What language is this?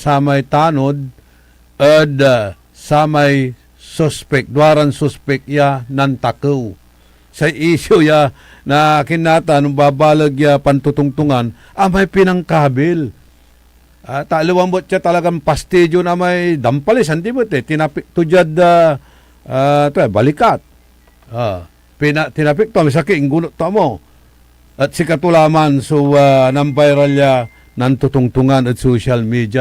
Pangasinan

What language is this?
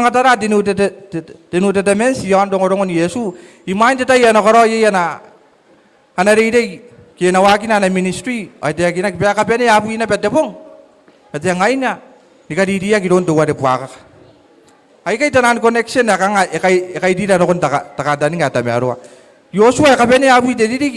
Gilbertese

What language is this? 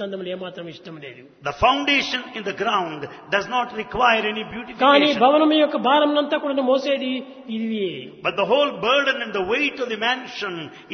Telugu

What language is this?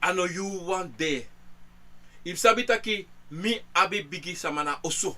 Sranan Tongo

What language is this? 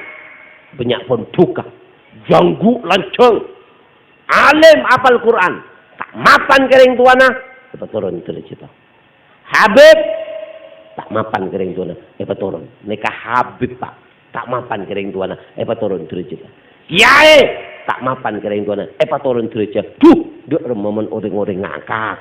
Madurese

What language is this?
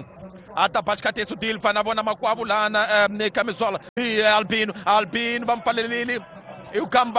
Tsonga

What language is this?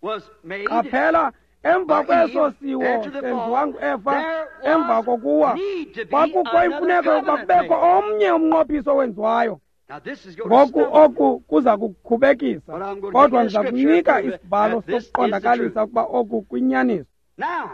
Xhosa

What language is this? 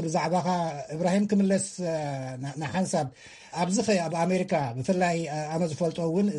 Tigrinya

